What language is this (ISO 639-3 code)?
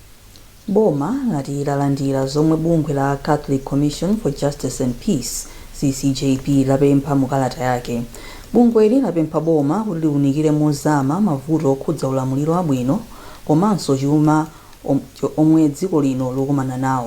nya